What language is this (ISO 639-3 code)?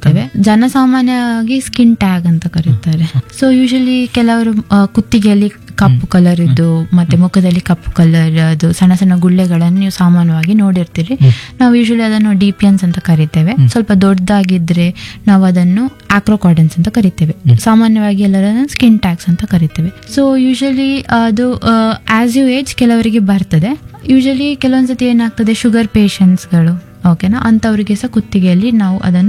kan